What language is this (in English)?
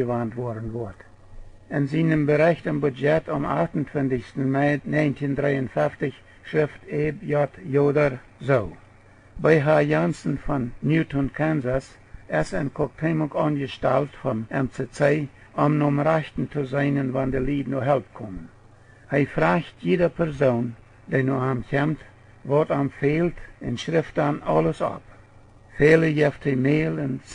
Plautdietsch